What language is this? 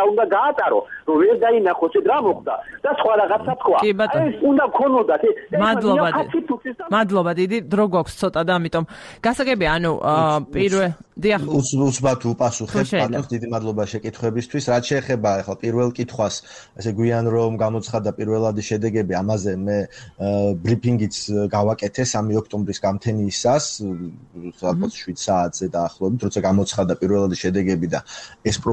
Georgian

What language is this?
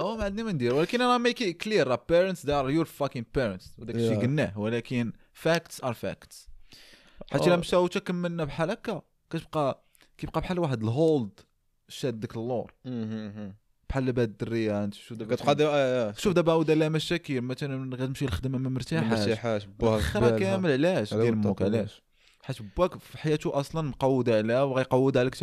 Moroccan Arabic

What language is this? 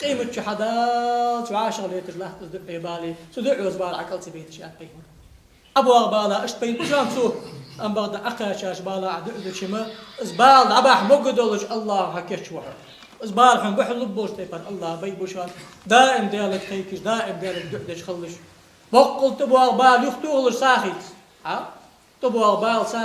Ingush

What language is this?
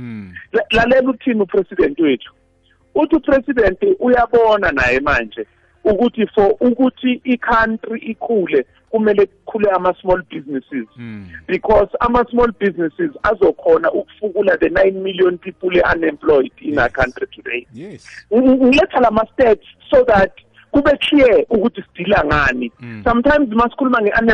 South Ndebele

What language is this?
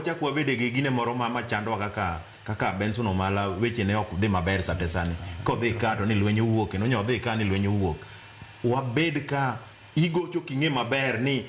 Luo (Kenya and Tanzania)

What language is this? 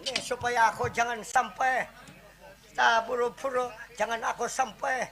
Banjar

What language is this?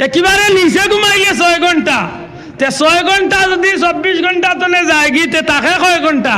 Sylheti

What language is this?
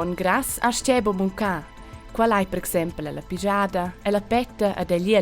Romansh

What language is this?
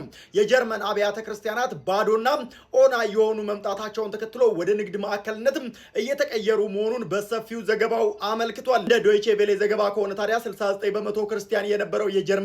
Amharic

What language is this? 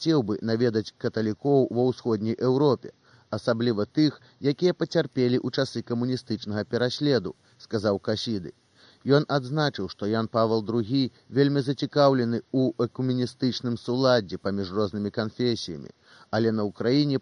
Belarusian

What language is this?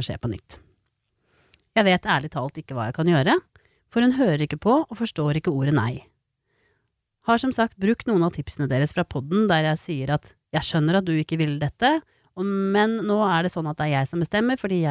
Norwegian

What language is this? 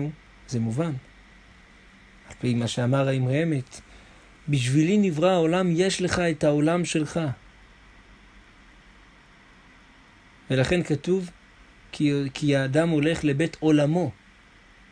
Hebrew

